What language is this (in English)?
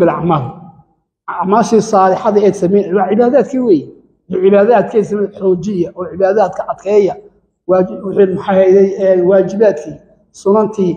Somali